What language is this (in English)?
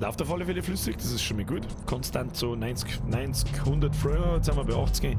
Bavarian